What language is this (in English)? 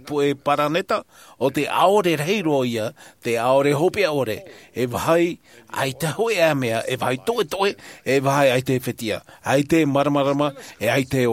Tahitian